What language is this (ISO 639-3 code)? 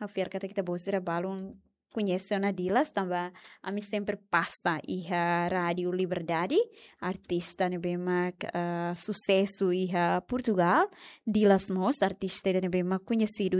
tet